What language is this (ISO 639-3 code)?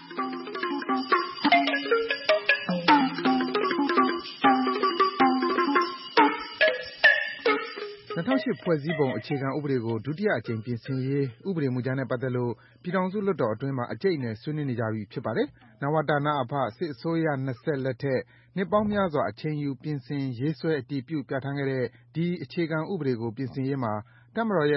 mya